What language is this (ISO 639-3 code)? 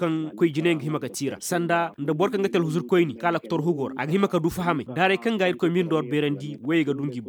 ses